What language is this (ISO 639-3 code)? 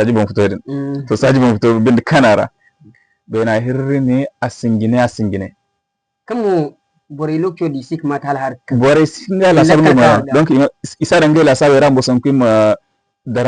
dje